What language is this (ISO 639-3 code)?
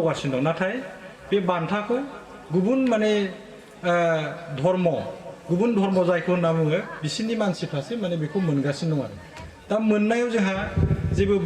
brx